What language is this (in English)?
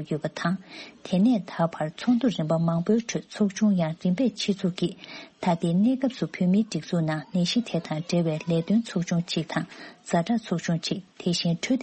Tibetan